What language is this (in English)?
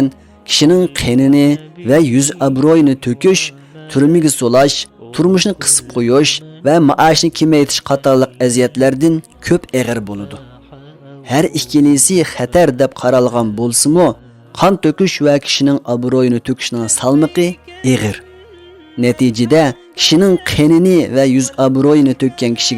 Uyghur